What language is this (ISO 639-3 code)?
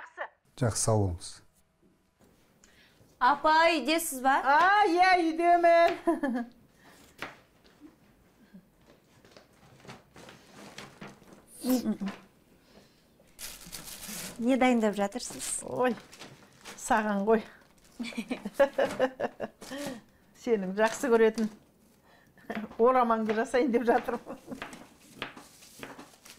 kaz